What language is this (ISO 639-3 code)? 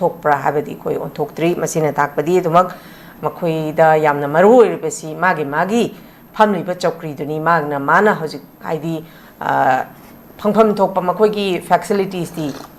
mni